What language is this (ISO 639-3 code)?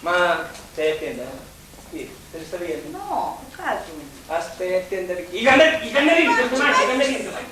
scn